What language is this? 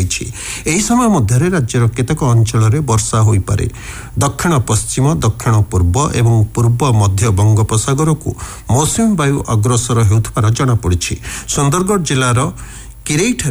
Odia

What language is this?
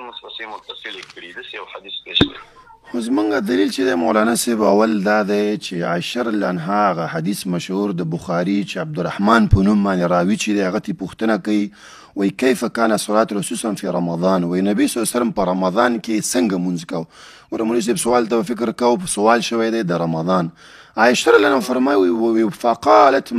Pashto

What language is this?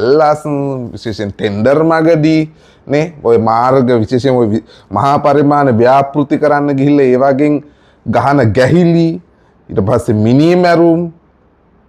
Sinhala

